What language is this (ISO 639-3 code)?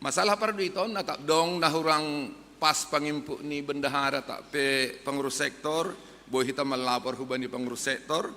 bts